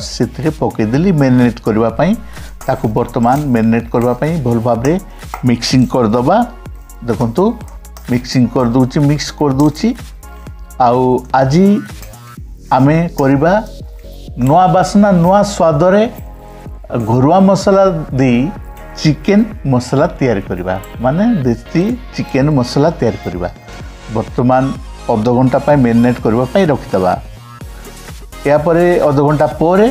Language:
Odia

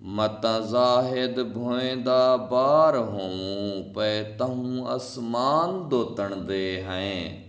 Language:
Saraiki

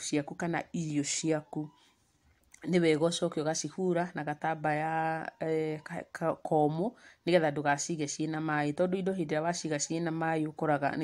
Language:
Kikuyu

